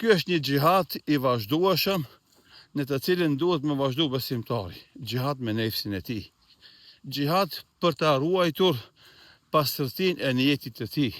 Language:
Albanian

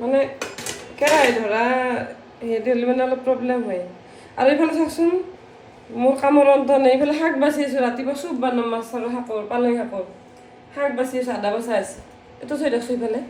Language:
Assamese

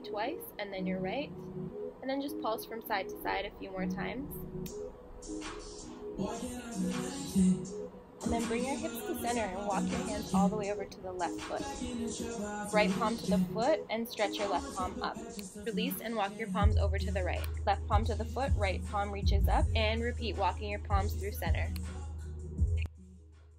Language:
English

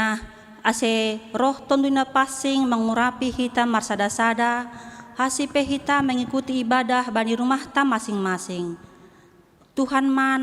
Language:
Batak Simalungun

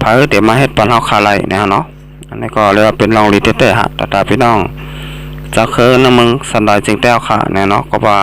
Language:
Shan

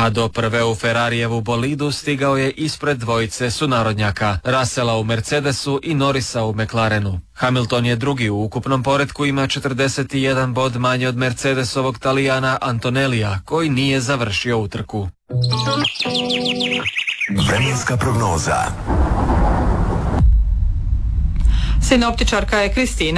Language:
Croatian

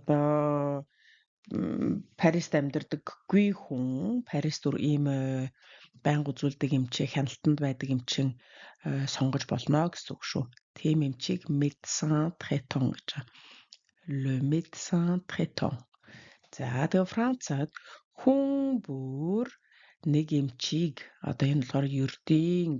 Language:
Mongolian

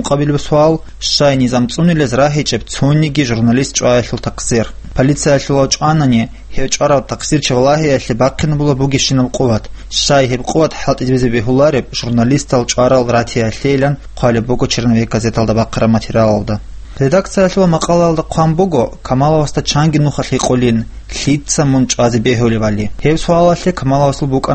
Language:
Avaric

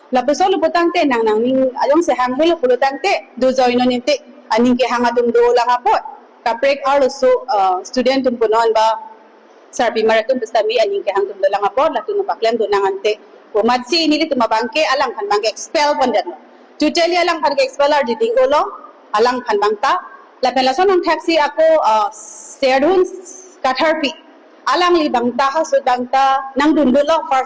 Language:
Karbi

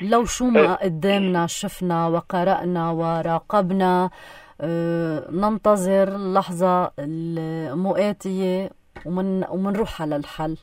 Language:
North Levantine Arabic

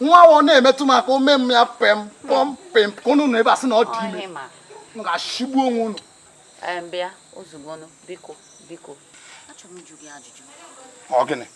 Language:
Igbo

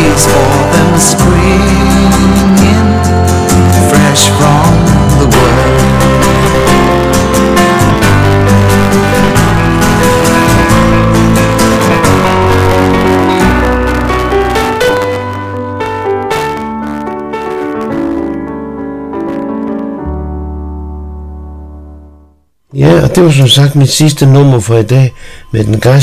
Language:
Danish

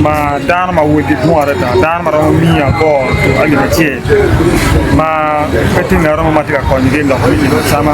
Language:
Acoli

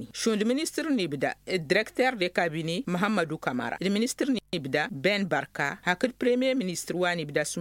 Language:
Tamasheq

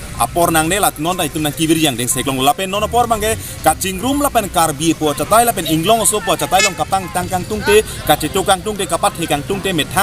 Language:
Karbi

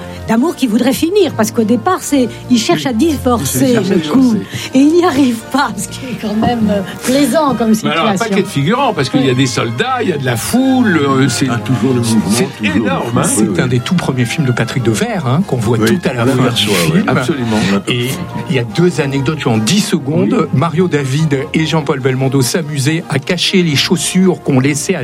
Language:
French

